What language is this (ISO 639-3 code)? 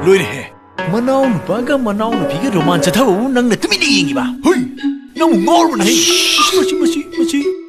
mni